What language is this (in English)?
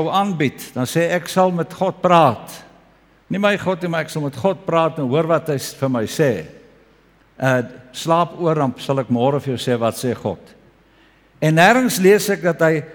Afrikaans